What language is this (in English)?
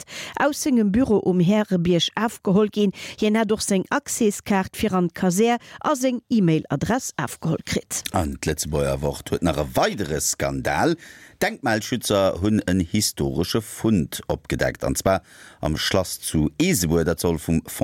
Luxembourgish